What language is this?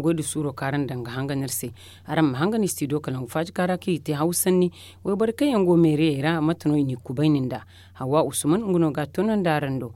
Zarma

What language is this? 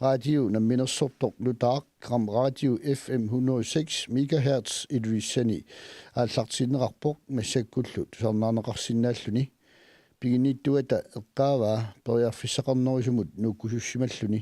Kalaallisut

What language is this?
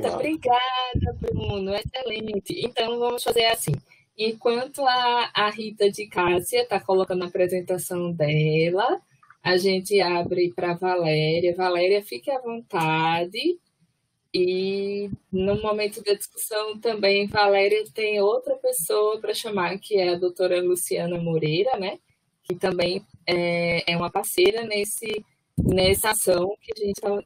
Portuguese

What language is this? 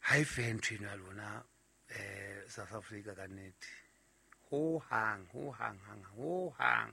Southern Sotho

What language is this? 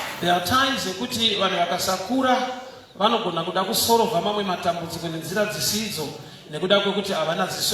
Shona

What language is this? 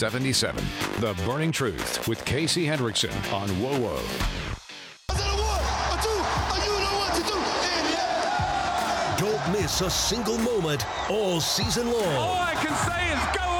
English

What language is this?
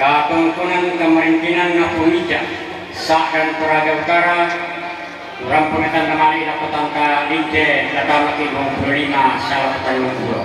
Toraja-Sa'dan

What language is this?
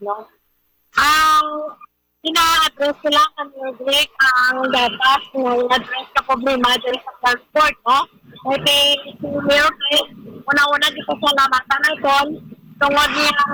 Filipino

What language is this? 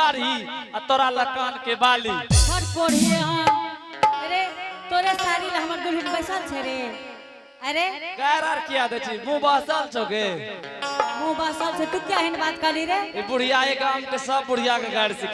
Angika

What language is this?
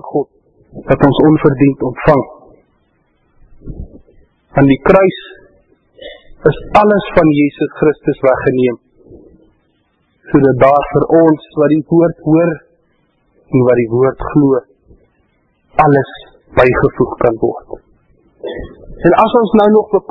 Afrikaans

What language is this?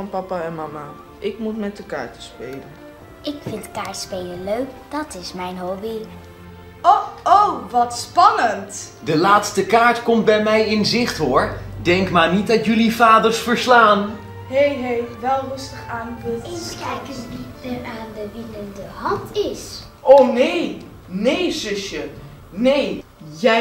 Dutch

